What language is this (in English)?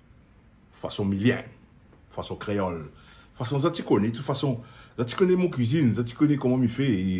Réunion Creole French